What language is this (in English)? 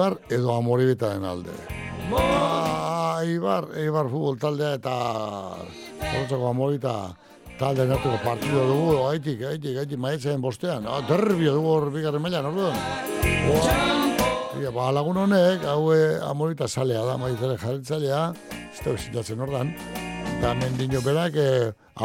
Basque